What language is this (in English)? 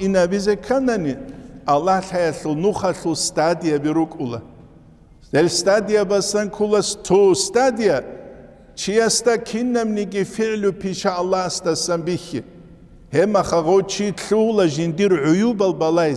Avaric